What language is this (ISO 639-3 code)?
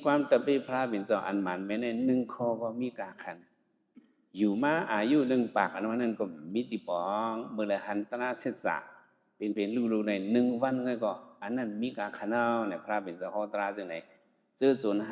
shn